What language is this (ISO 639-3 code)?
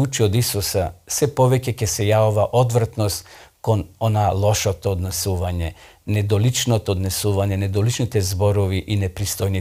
mkd